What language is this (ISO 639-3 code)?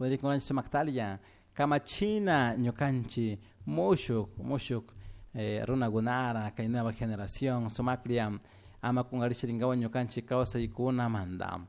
qug